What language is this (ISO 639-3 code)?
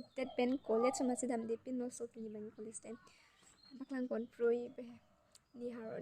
mjw